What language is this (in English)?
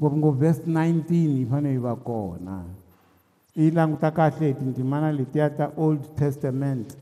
Tsonga